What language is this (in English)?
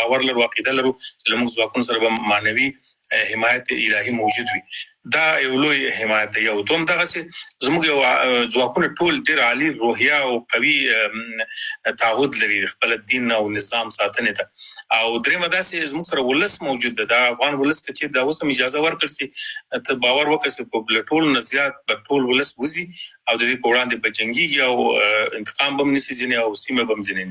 Pashto